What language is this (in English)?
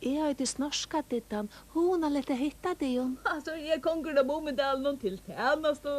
Faroese